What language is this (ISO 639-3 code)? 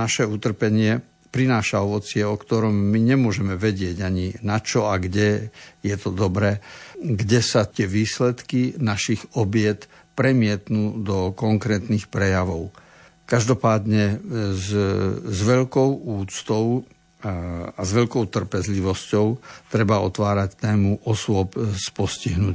slk